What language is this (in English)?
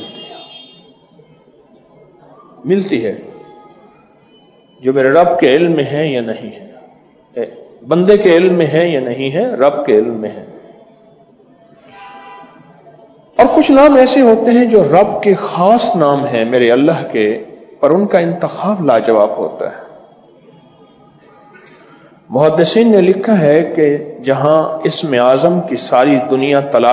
Urdu